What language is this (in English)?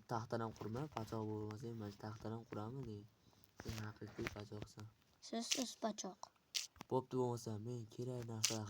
Uzbek